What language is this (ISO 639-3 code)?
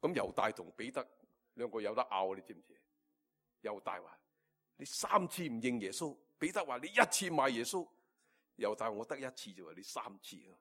yue